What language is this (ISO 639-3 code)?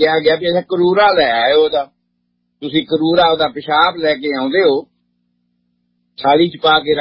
pan